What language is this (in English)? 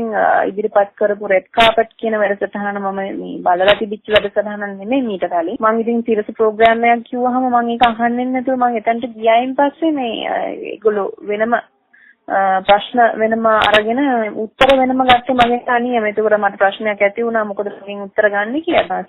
Sinhala